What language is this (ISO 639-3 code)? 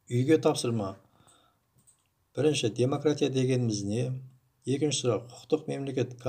kaz